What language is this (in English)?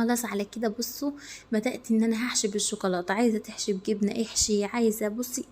Egyptian Arabic